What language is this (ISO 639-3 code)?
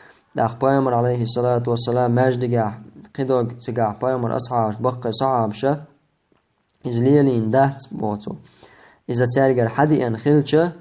che